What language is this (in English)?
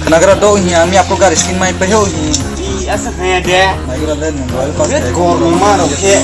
Kok Borok